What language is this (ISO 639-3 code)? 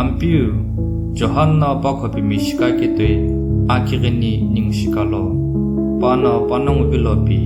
nsm